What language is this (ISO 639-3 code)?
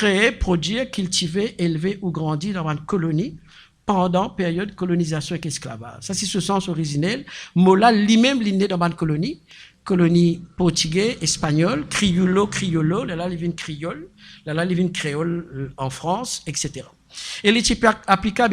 mfe